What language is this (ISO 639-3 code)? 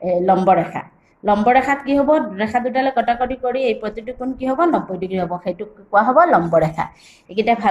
asm